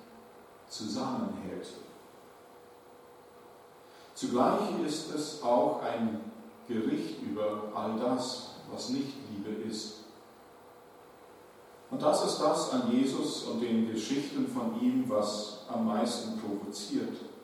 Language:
German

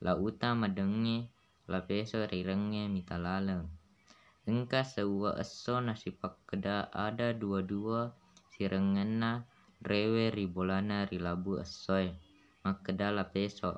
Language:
Buginese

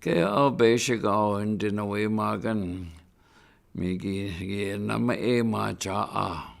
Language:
Chippewa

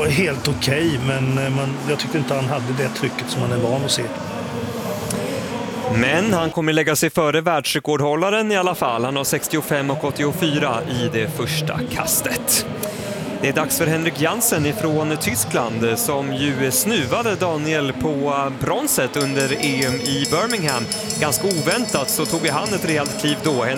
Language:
Swedish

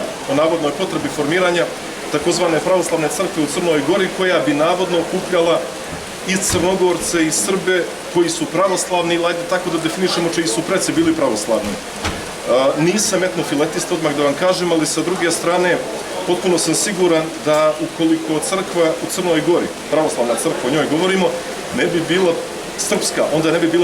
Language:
Serbian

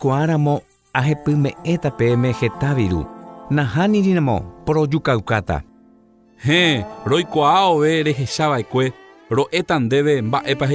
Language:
Guarani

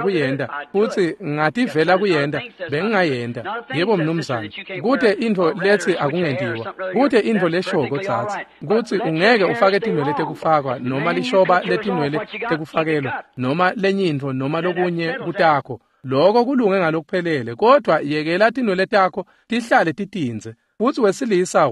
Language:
Swati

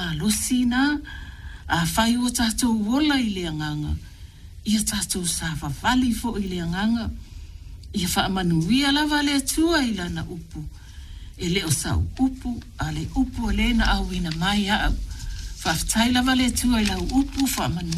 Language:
Samoan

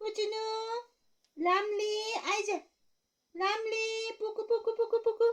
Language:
Nepali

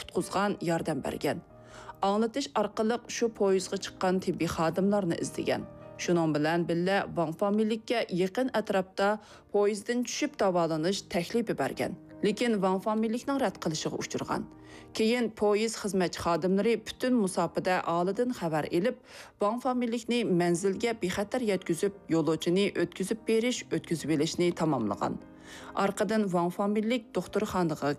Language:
Uyghur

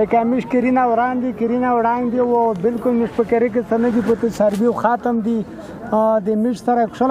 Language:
Pashto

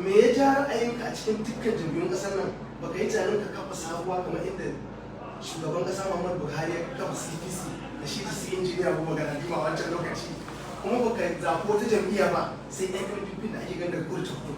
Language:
Hausa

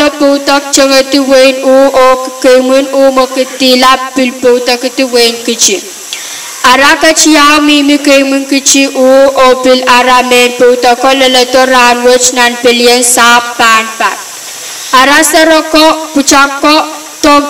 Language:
Pohnpeian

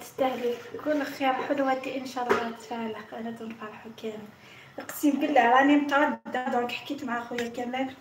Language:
Algerian Arabic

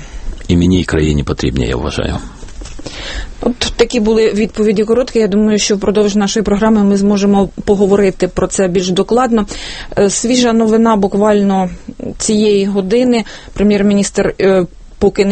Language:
Ukrainian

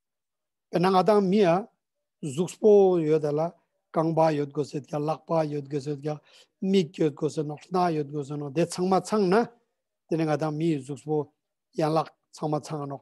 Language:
Ladakhi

